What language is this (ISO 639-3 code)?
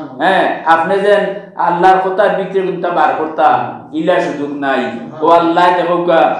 syl